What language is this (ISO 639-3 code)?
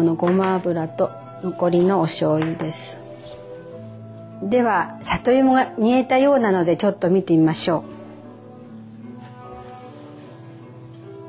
jpn